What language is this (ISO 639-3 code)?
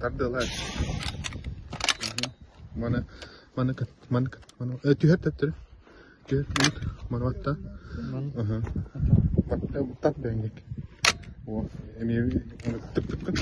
sah